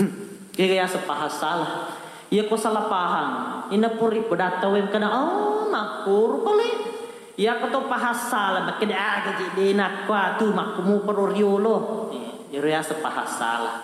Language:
Buginese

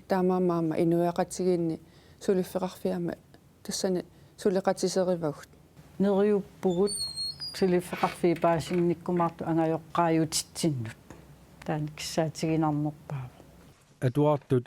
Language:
Kalaallisut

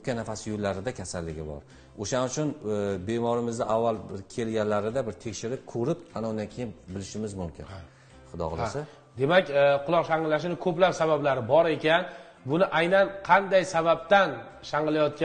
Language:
Uzbek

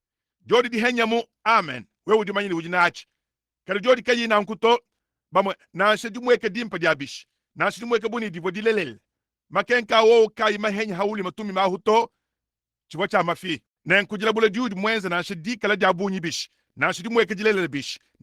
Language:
Luba-Lulua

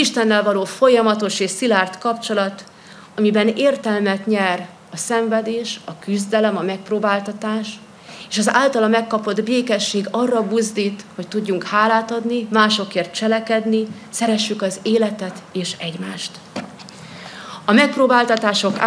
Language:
Hungarian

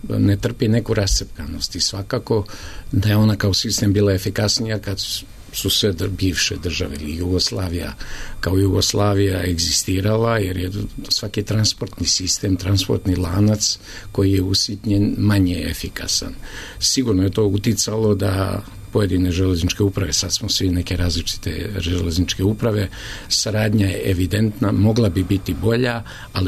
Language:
Serbian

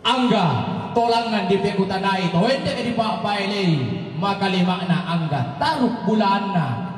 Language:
Toraja-Sa'dan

